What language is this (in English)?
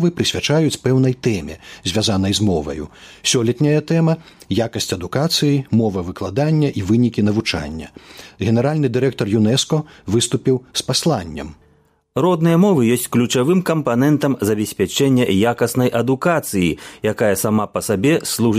Belarusian